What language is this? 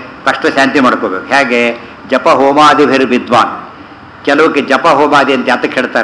Kannada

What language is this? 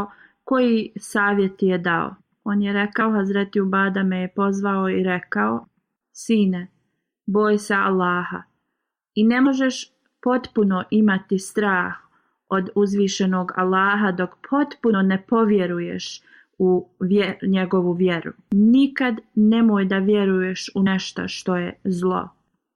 Bosnian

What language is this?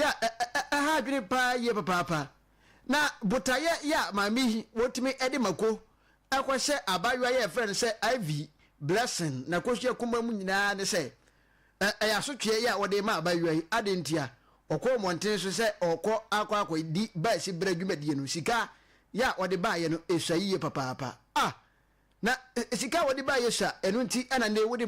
Akan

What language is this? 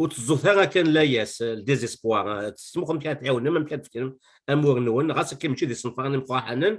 Kabyle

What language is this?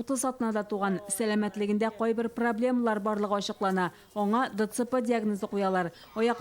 Tatar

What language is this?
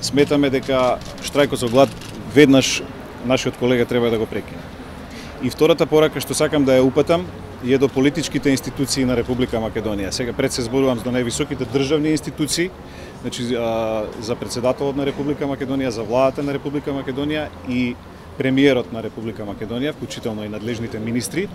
Macedonian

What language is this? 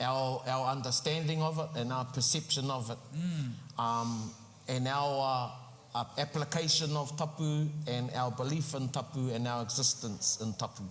Māori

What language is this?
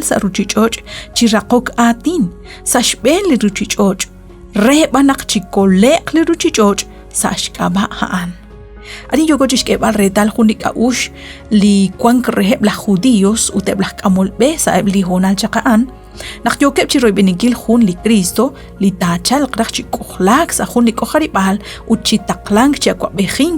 Kekchí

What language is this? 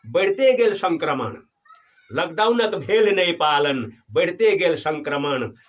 Maithili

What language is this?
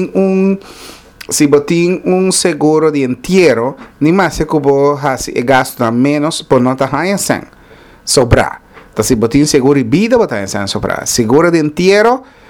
Papiamento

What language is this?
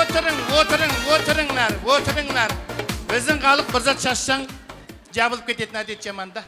Kara-Kalpak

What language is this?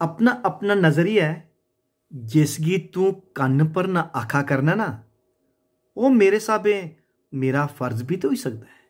Dogri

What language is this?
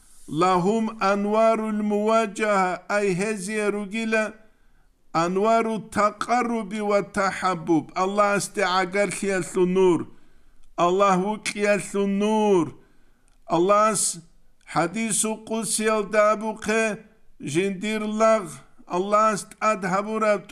Avaric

